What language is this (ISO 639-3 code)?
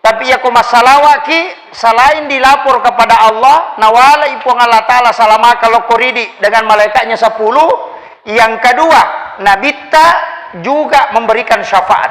bug